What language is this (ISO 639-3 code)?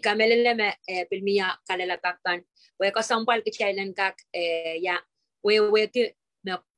pon